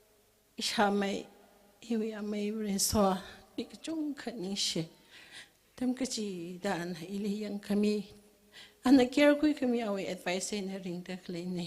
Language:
Tangkhul Naga (India)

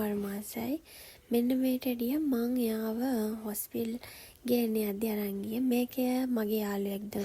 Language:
Sinhala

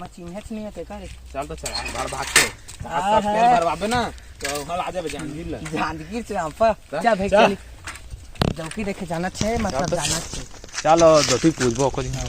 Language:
Chhattisgarhi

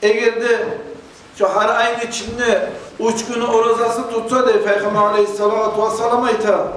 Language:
Kumyk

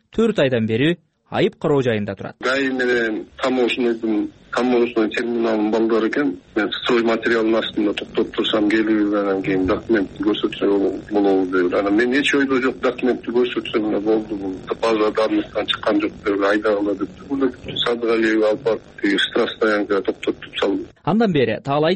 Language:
Kyrgyz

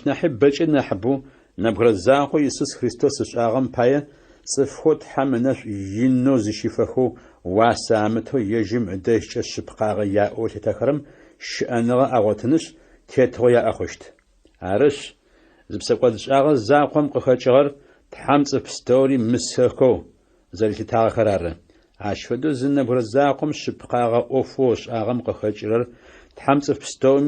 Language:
Adyghe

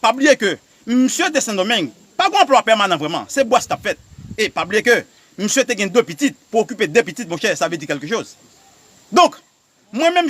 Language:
Haitian Creole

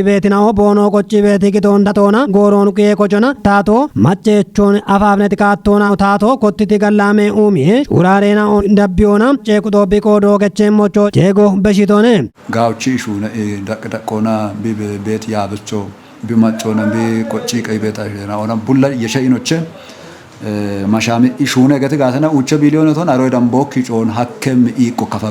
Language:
Kafa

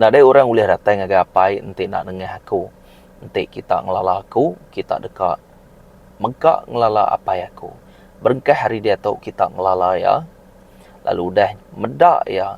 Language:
Iban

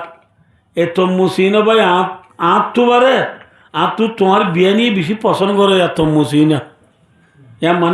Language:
Rohingya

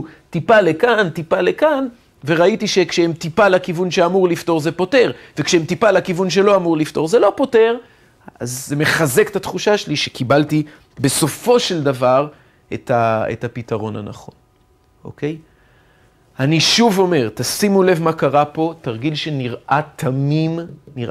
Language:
Hebrew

